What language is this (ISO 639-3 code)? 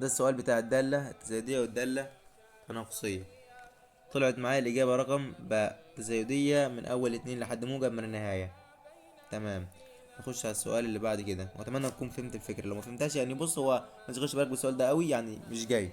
arz